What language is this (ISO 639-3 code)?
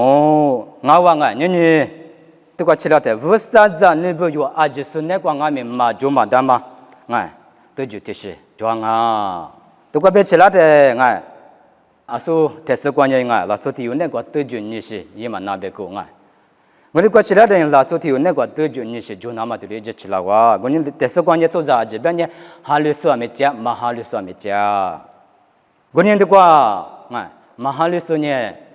lis